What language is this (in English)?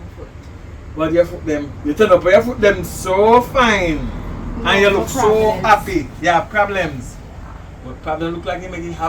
Jamaican Creole English